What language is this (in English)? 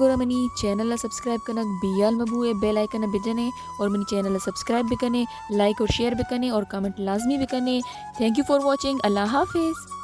Baluchi